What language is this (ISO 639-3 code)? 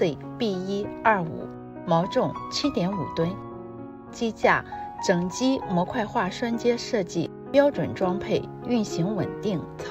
zho